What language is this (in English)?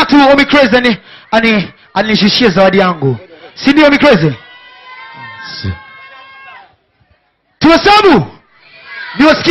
Swahili